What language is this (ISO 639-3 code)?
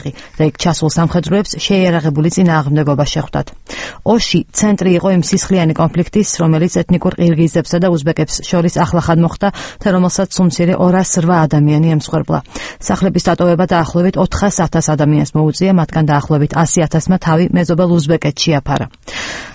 kat